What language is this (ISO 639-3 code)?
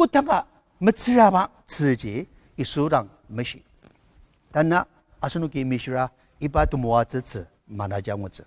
njo